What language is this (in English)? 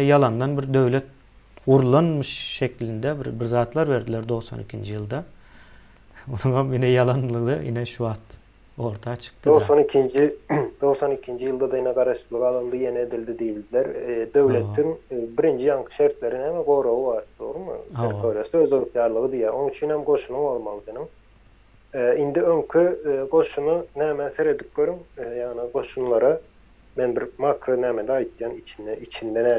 Turkmen